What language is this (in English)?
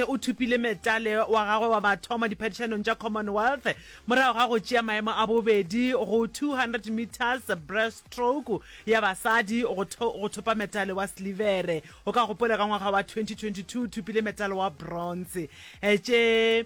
Northern Sotho